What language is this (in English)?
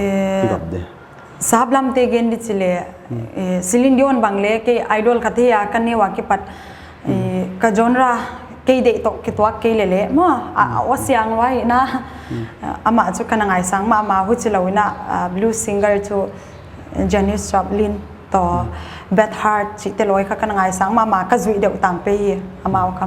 Paite Chin